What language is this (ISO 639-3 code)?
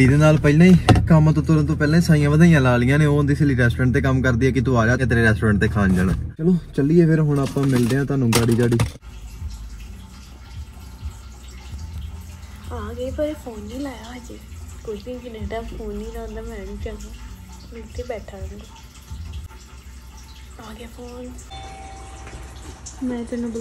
pan